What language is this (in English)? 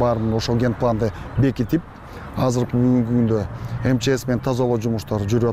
Kyrgyz